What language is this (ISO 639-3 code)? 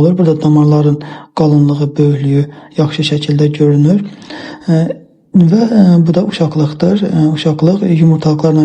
aze